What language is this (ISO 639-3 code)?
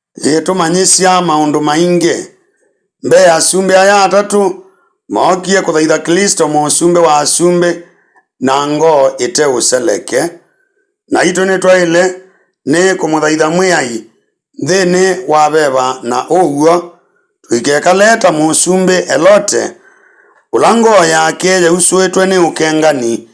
kam